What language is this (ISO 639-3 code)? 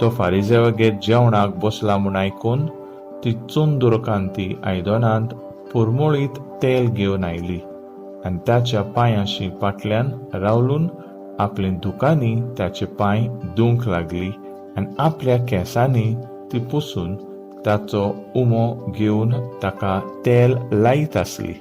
kok